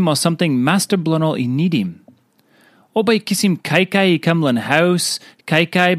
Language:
Tok Pisin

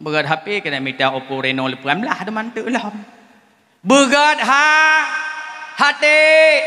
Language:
Achinese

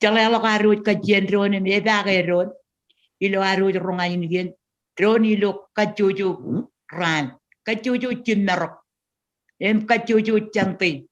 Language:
Marshallese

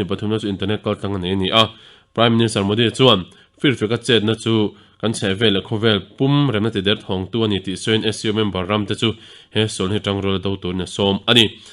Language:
Mizo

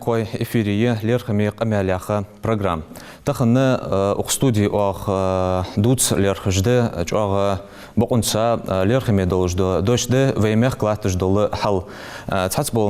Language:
Ingush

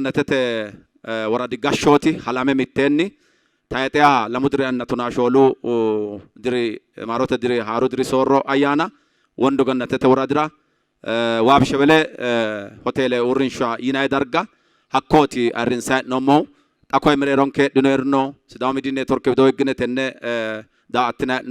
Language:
Sidamo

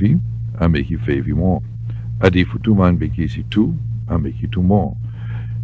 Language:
Sranan Tongo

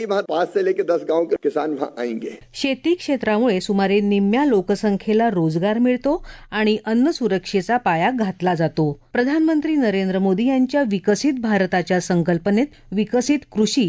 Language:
Marathi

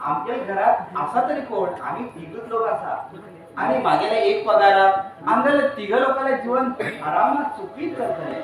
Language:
Konkani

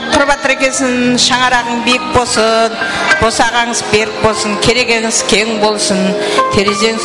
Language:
Kara-Kalpak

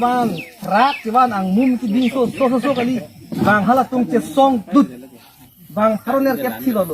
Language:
Karbi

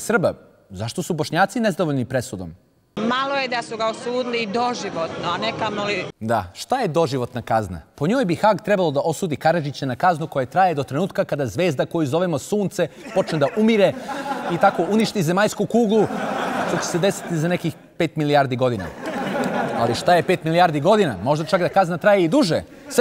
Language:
Bosnian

